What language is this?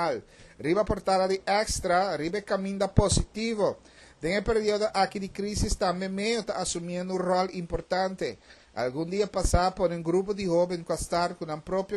Papiamento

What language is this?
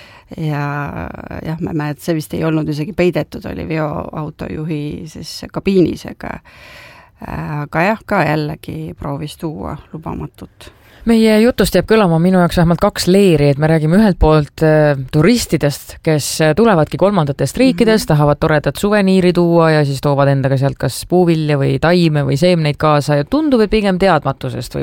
Estonian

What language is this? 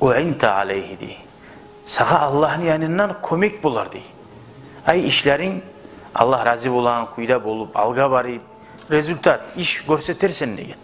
Kumyk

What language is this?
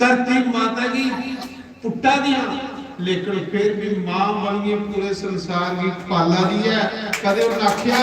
Dogri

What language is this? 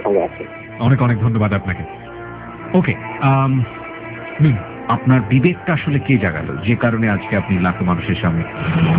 Bangla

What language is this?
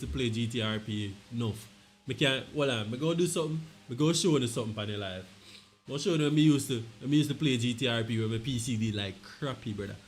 Jamaican Creole English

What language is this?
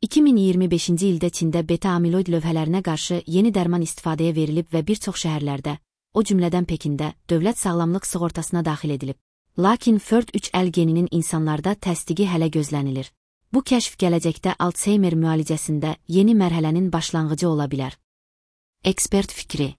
Azerbaijani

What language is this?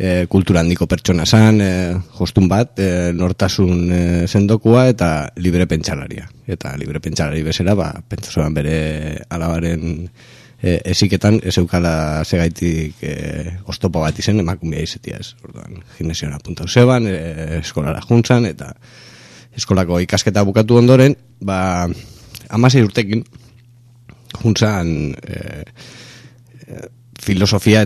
Basque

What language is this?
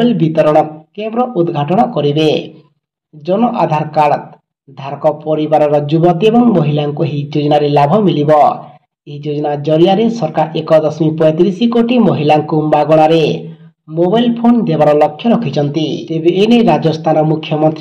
Odia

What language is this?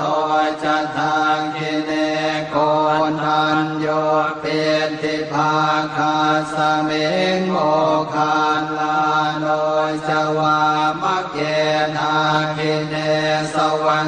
Pali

